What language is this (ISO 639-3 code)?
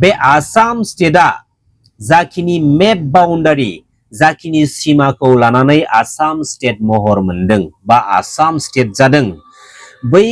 brx